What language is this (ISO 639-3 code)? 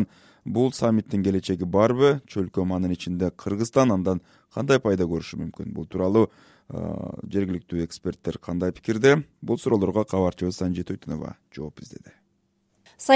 kir